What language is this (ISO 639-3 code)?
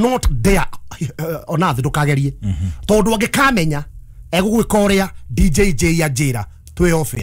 kik